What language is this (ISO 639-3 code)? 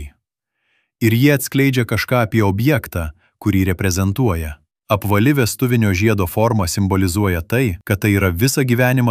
lit